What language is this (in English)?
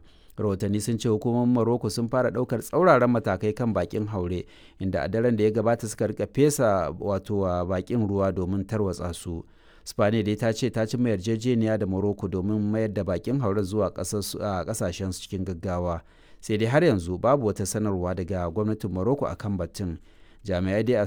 Hausa